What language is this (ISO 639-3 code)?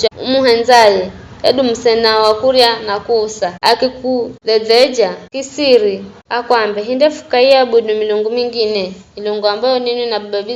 nyf